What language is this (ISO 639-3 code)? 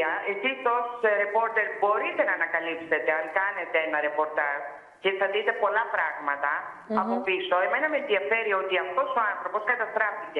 ell